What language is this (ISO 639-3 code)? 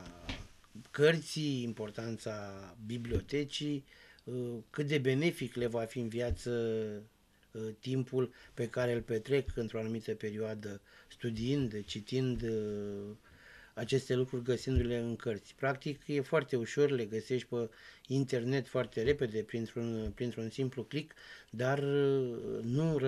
ron